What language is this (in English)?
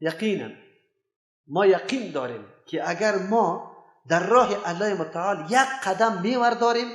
Persian